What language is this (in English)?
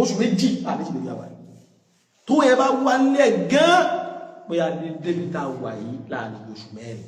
Yoruba